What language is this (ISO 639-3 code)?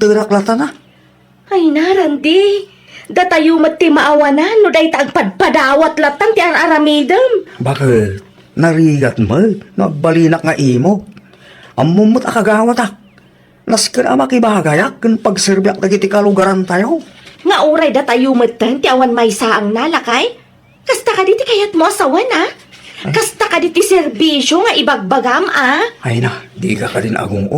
ilo